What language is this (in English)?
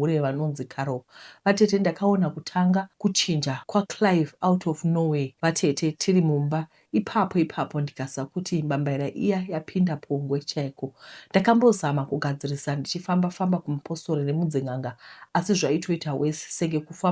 Shona